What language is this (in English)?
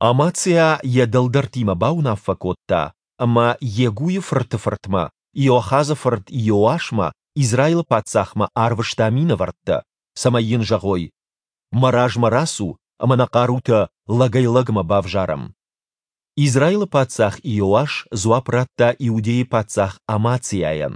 Ossetic